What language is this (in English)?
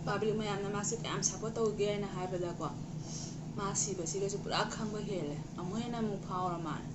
Manipuri